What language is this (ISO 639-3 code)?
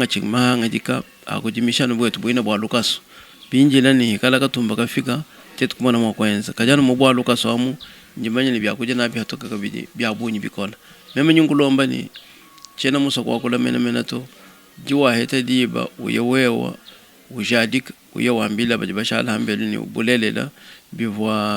lua